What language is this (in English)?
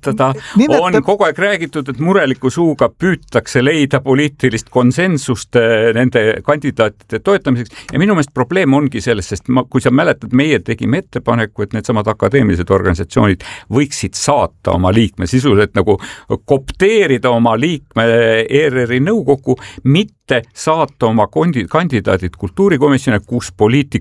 Estonian